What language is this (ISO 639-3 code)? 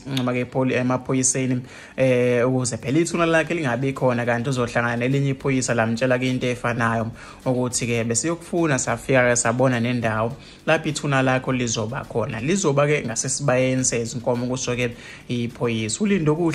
zul